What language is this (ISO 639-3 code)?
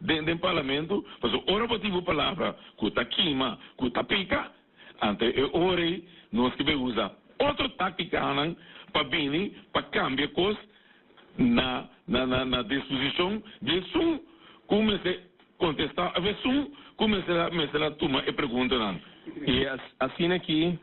pap